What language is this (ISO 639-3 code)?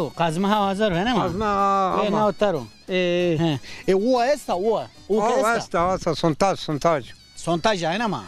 zza